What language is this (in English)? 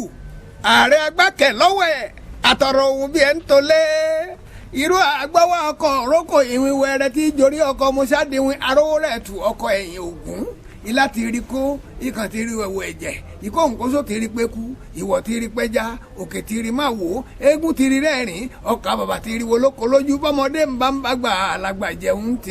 Yoruba